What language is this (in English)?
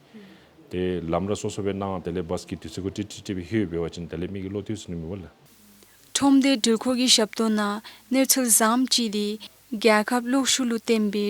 Dzongkha